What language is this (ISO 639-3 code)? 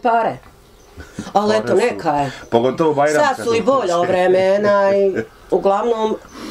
bos